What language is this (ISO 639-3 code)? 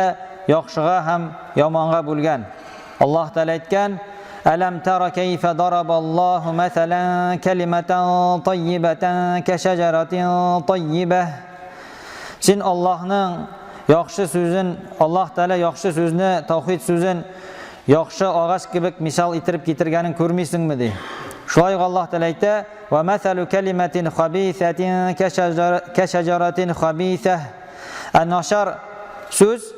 tat